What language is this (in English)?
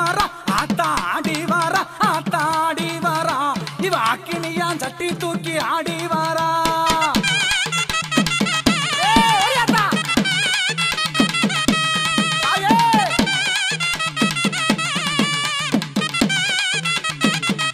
Tamil